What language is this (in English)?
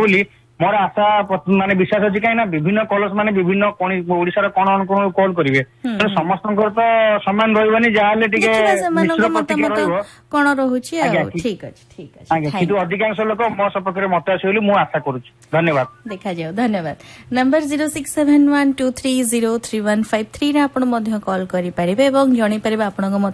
Odia